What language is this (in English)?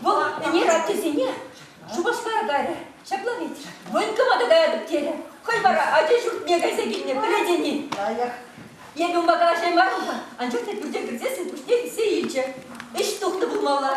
Chuvash